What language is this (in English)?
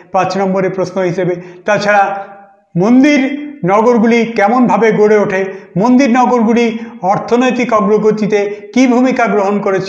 Bangla